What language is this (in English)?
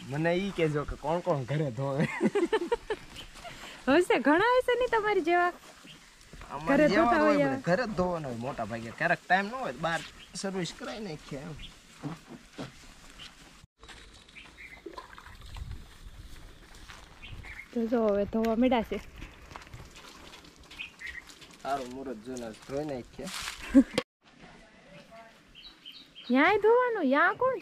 Gujarati